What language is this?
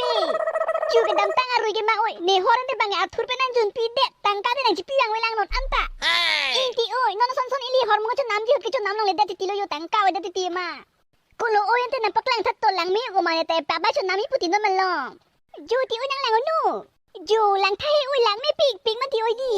Karbi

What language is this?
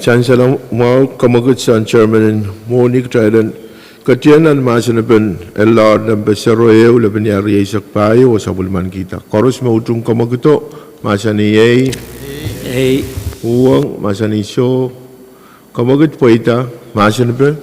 Pohnpeian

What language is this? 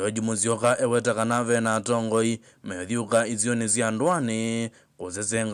Kamba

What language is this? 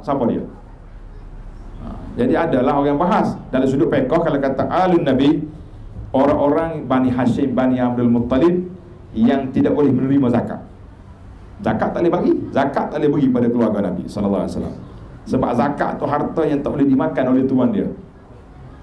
Malay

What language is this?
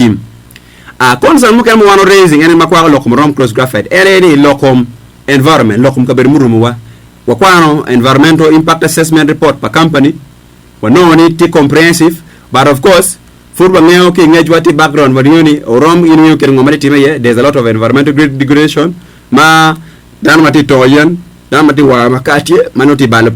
Acoli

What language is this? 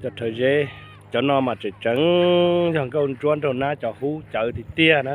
Hmong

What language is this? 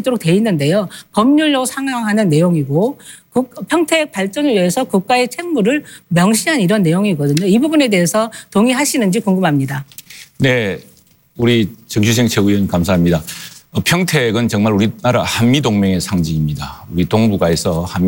Korean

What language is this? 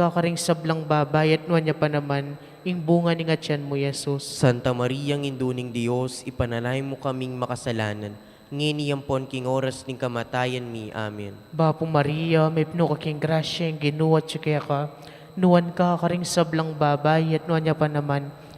Pampanga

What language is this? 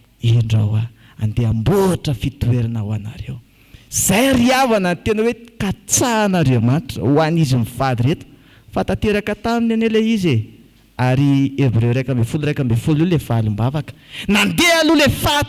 Malagasy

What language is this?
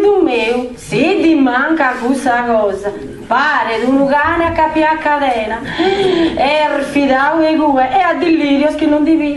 Sardinian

